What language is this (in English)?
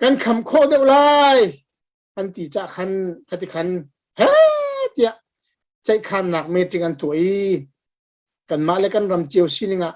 Hakha Chin